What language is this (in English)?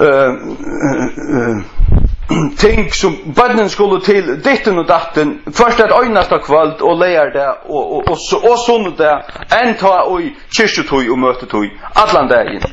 Faroese